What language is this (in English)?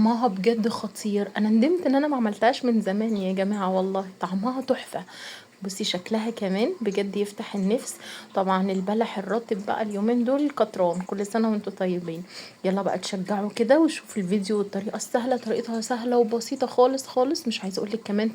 Egyptian Arabic